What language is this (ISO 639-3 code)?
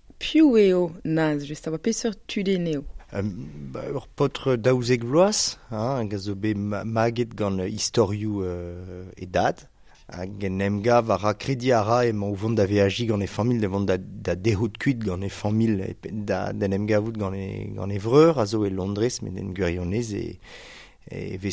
bre